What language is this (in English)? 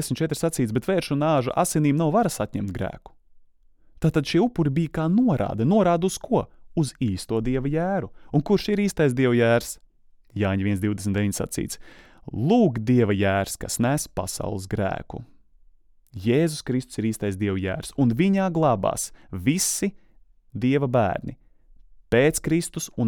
Latvian